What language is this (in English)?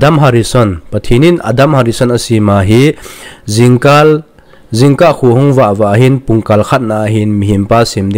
Thado Chin